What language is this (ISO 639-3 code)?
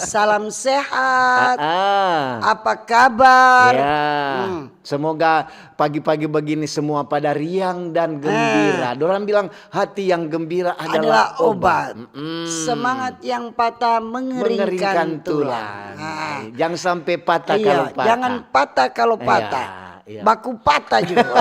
xmm